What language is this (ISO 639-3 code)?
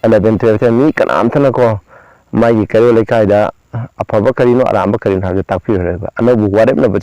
mni